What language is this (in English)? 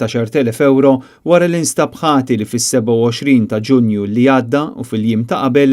Maltese